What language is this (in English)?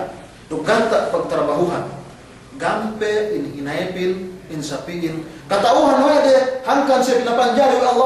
Yakan